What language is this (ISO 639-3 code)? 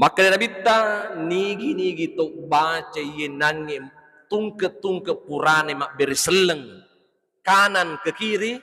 bug